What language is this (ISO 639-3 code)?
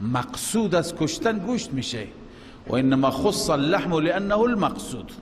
fas